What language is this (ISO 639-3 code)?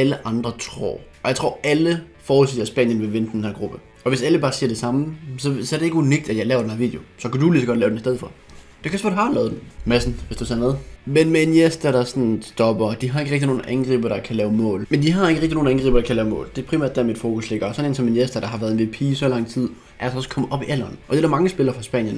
dan